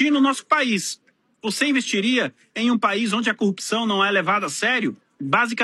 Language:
Portuguese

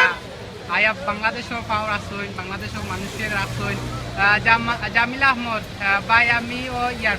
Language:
Sylheti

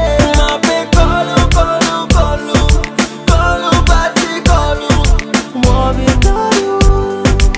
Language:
Seselwa Creole French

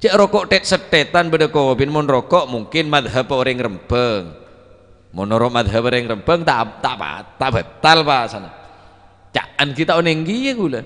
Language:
Madurese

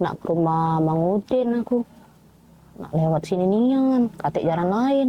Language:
Musi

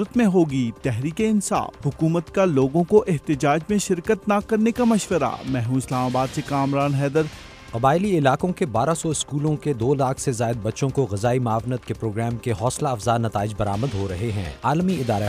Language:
Urdu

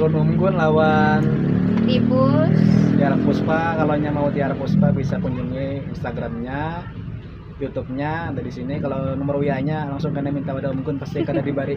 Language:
Banjar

